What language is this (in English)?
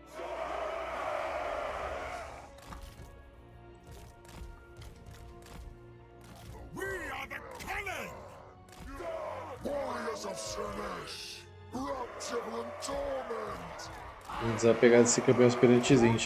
Portuguese